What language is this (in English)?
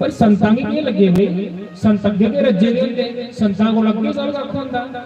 Dogri